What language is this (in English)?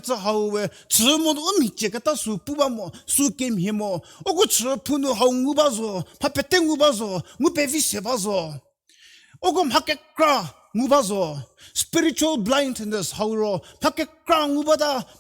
Angami Naga